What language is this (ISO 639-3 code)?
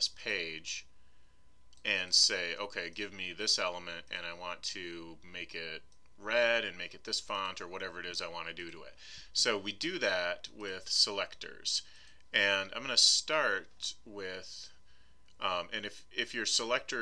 eng